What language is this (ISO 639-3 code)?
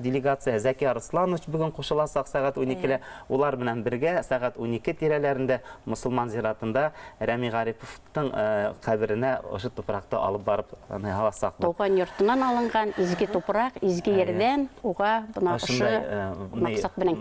bak